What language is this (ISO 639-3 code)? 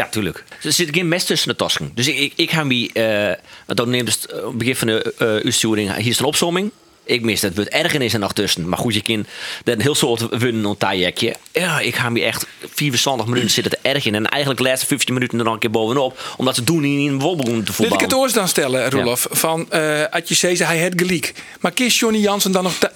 fry